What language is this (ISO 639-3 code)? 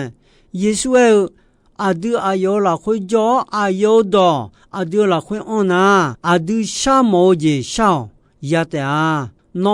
ahk